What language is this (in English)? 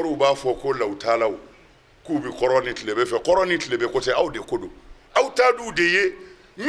Bambara